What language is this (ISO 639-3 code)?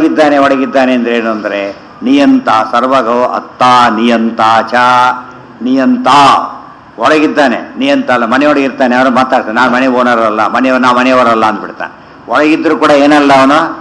kan